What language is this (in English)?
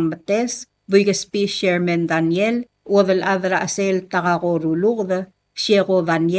Palauan